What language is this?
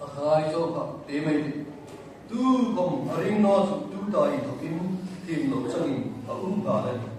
Hmar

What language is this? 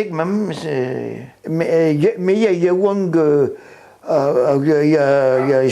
Breton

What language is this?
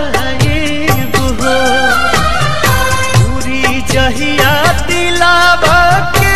Bhojpuri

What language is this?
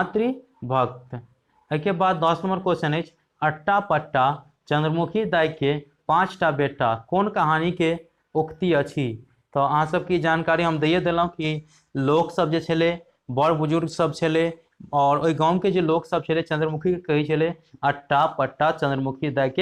Maithili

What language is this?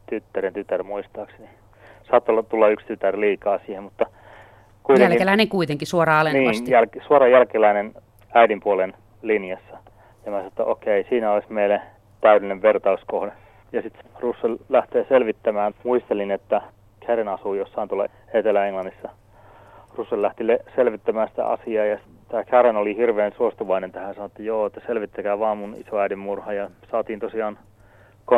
Finnish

